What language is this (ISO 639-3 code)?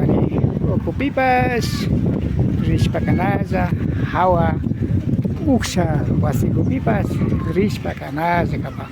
qvi